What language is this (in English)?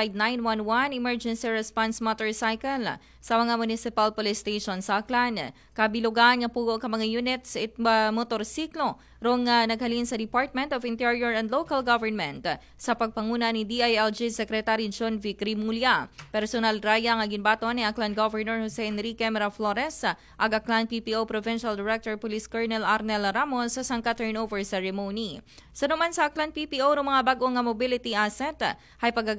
Aklanon